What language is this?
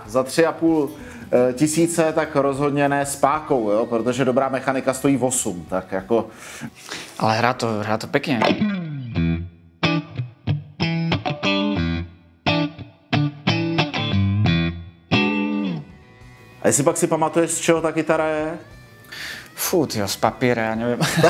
Czech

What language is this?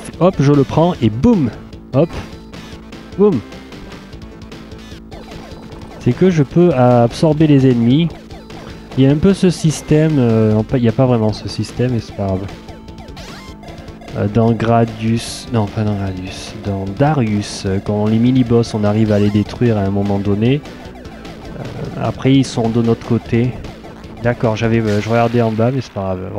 French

